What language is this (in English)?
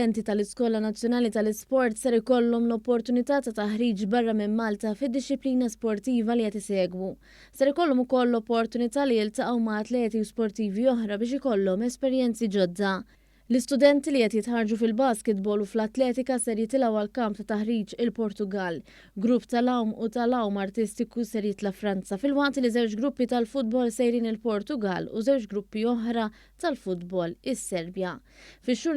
Maltese